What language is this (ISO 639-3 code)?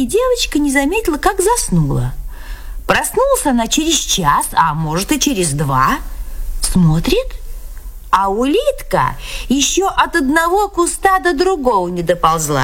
rus